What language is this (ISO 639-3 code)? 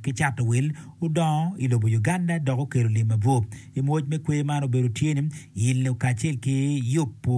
ach